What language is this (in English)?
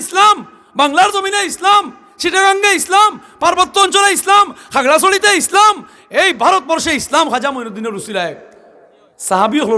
Sylheti